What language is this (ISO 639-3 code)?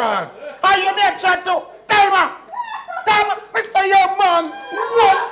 jam